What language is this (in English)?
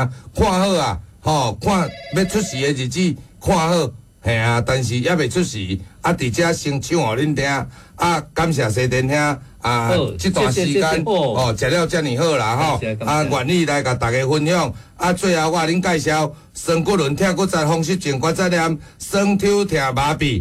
Min Nan Chinese